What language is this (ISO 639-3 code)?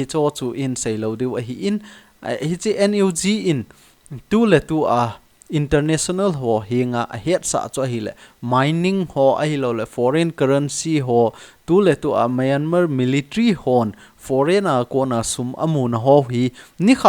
tcz